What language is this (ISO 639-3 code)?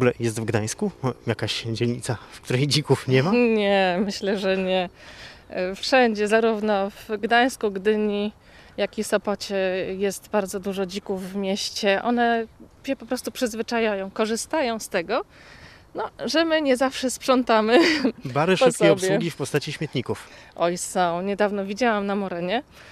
pol